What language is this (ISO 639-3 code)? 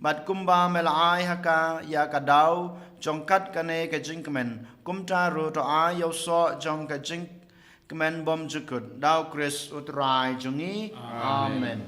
kha